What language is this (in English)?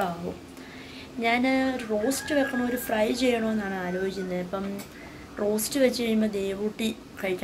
Malayalam